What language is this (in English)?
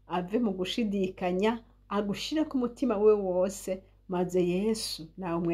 Rundi